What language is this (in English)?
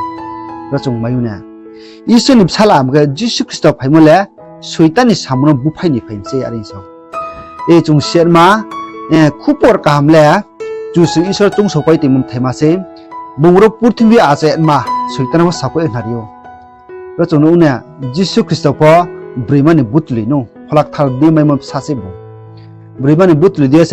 Riang (India)